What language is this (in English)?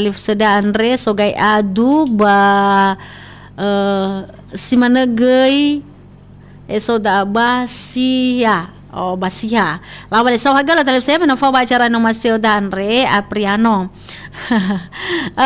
Nias